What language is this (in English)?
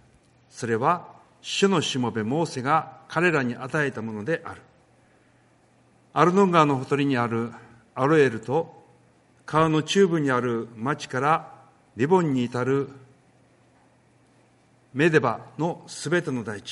Japanese